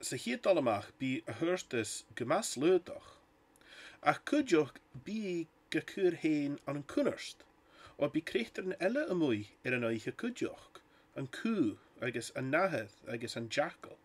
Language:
Scottish Gaelic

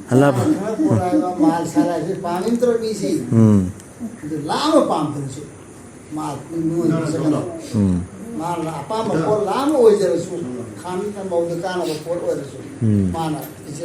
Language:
Manipuri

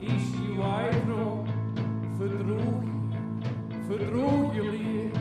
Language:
Western Frisian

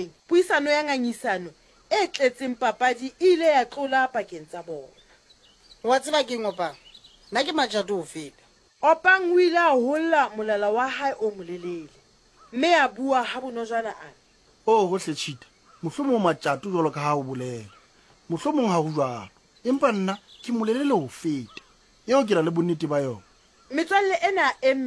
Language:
Southern Sotho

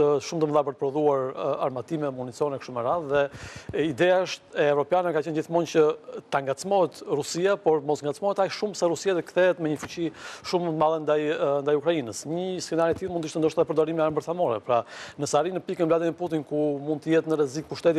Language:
Albanian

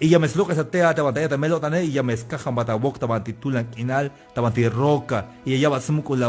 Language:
Tzeltal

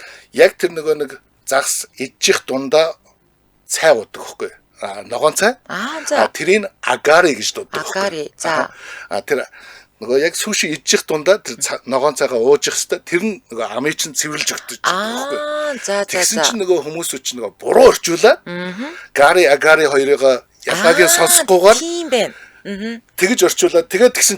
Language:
Mongolian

